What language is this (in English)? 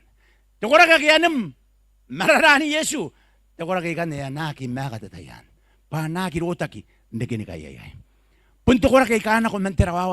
Gilbertese